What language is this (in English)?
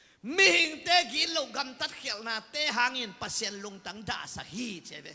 Tedim Chin